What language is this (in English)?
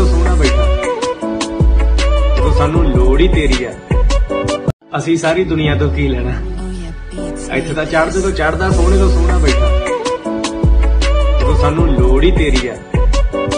Punjabi